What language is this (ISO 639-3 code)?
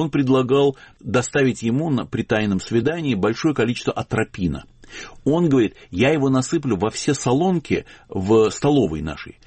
rus